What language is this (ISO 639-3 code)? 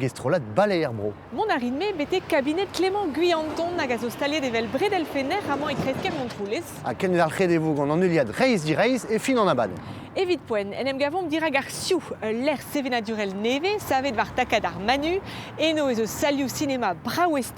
bre